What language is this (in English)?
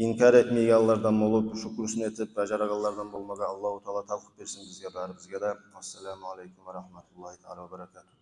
Kumyk